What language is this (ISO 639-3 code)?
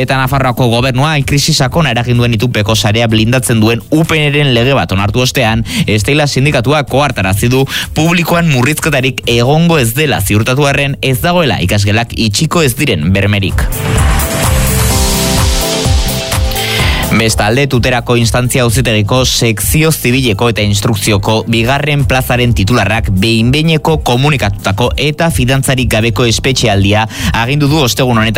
eus